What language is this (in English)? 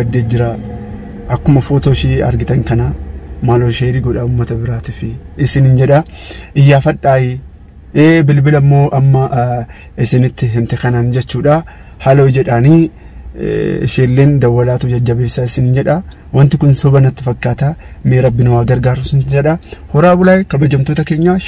Oromo